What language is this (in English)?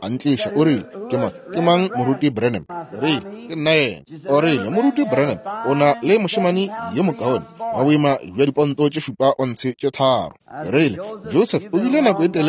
Northern Sotho